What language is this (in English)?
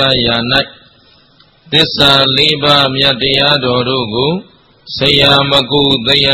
Burmese